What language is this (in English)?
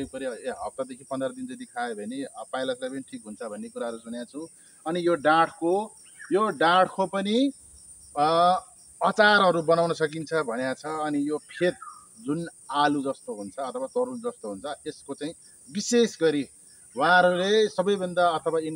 Nepali